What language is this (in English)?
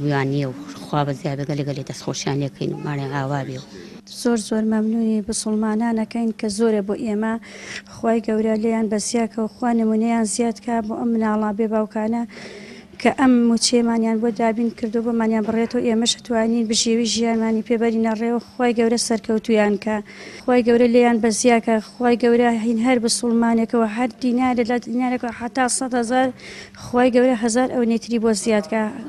Central Kurdish